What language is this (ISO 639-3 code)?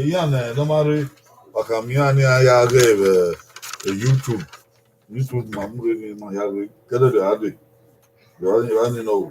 bin